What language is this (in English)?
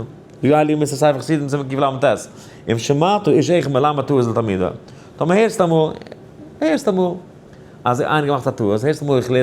Yiddish